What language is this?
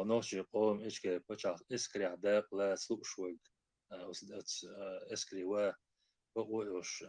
Chechen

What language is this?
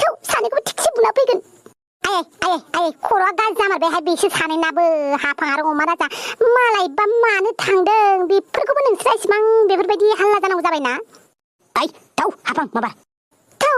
Bodo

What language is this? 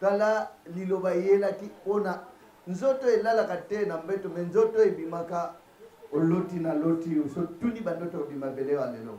Lingala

